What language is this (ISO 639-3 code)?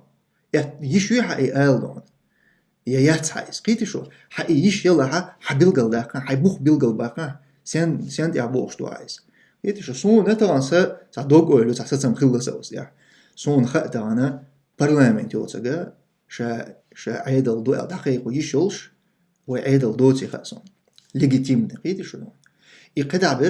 che